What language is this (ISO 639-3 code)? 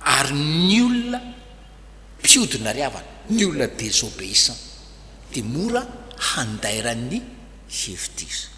mlg